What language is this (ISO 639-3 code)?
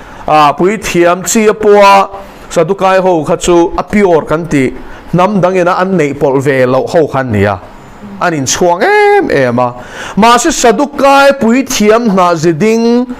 lus